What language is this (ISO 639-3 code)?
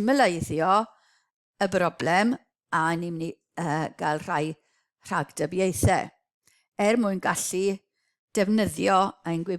cym